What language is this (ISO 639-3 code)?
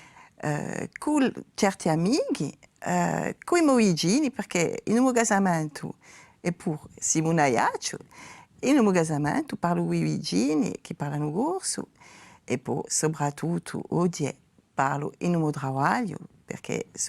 cos